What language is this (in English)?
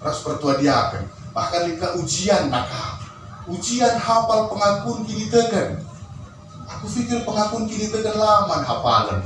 Batak Karo